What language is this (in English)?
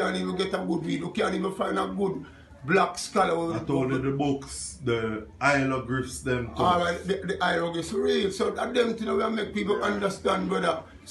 Jamaican Creole English